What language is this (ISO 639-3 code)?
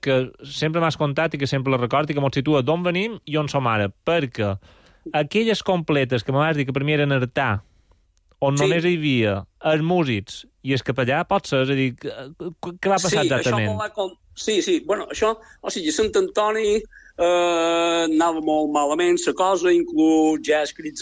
cat